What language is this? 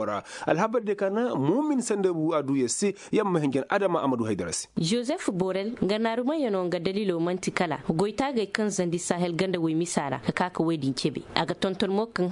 Koyraboro Senni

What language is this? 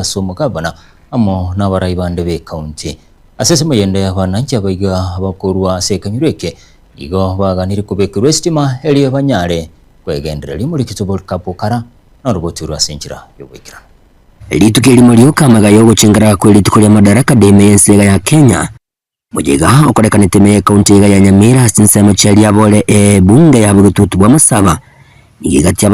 Gusii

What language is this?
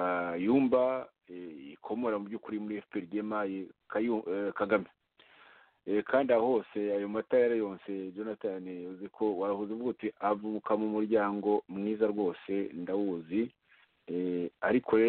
Kinyarwanda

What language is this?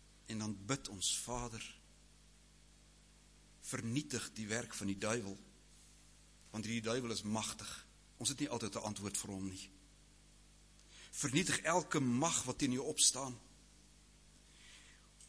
Afrikaans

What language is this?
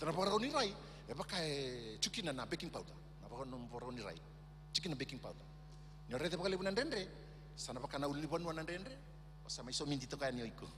Fijian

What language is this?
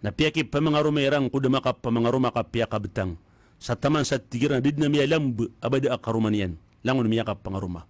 Maranao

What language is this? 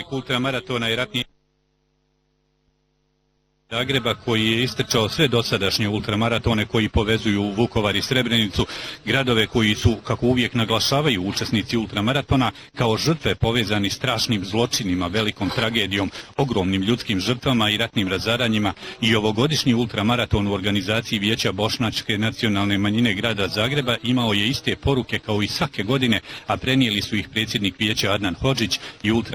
Bosnian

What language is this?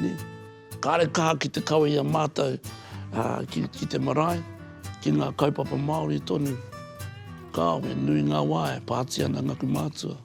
Māori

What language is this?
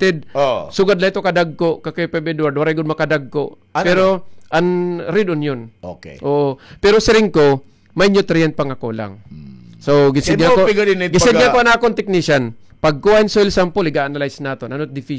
Waray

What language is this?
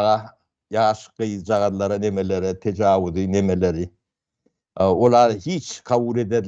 Turkmen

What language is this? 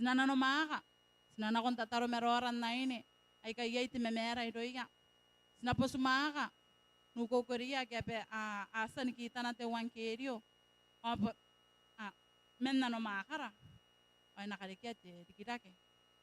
Gilbertese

